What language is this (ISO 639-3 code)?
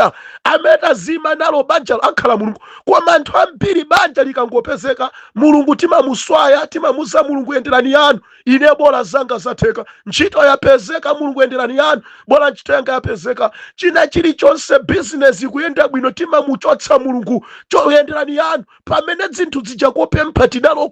nya